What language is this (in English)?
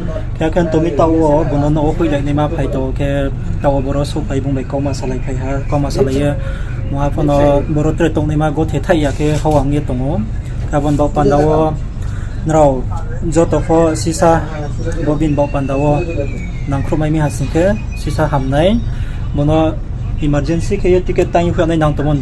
Riang (India)